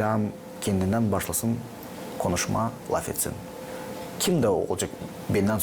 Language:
Gagauz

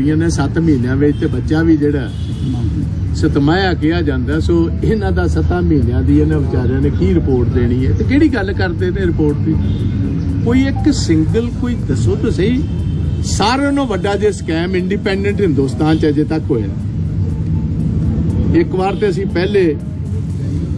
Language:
Punjabi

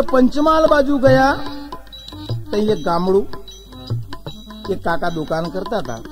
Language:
Gujarati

